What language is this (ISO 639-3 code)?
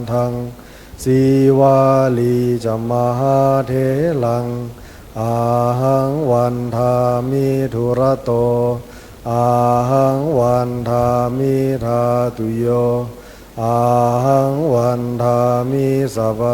pli